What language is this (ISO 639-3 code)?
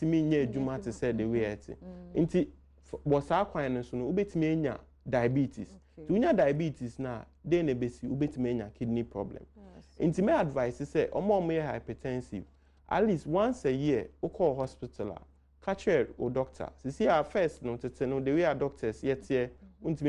aka